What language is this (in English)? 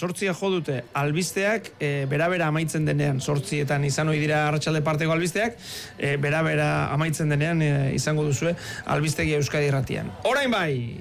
Basque